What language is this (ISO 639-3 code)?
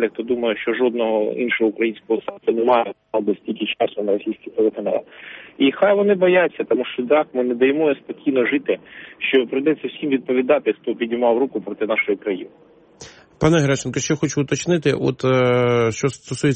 ukr